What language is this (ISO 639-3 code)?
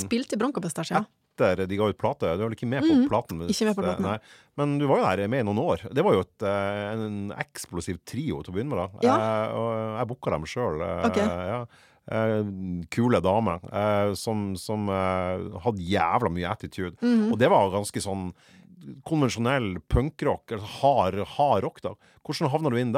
nor